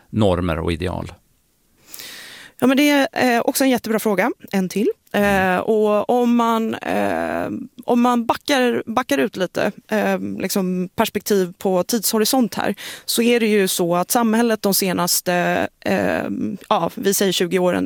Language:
Swedish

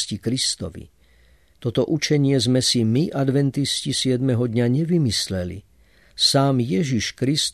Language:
Slovak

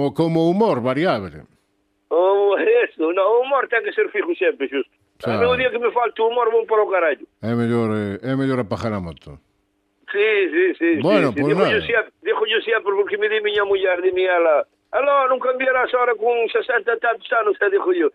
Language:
Galician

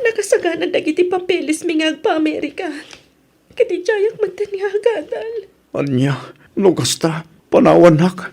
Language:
Iloko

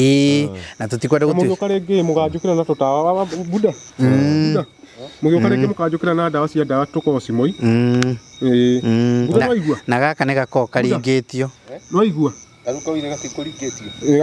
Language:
Kikuyu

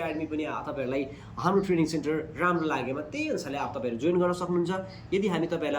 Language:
Nepali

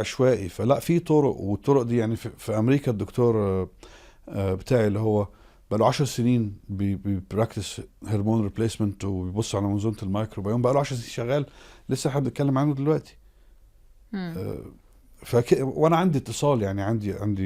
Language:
Egyptian Arabic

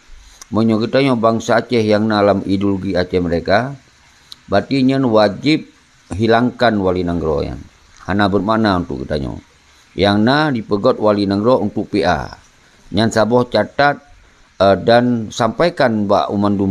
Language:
Achinese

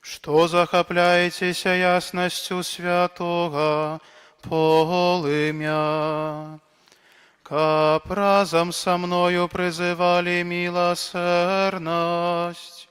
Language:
Belarusian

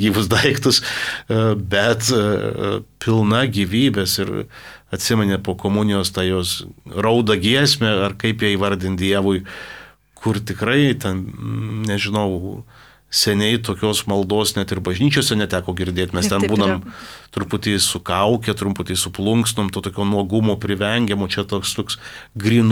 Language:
Lithuanian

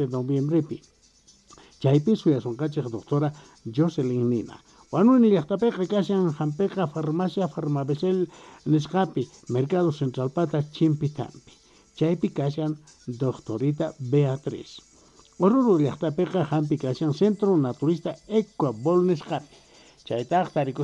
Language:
South Bolivian Quechua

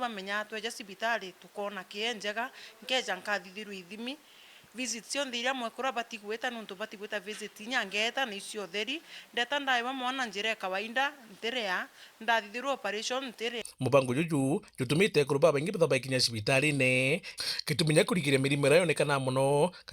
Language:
Meru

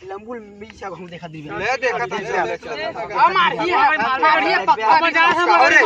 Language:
Chhattisgarhi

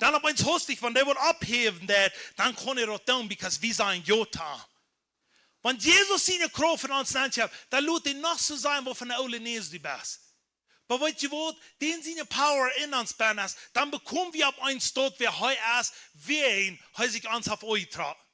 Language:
Plautdietsch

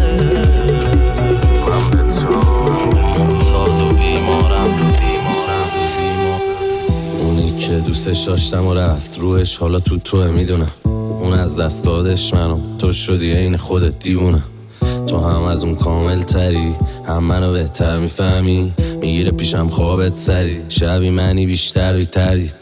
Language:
Persian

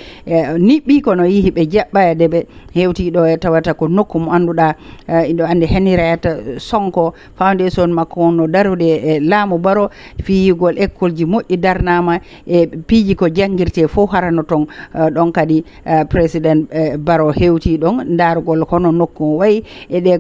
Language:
Fula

